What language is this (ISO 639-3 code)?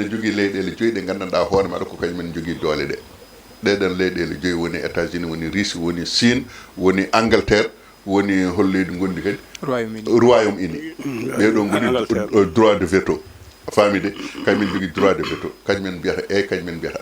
ful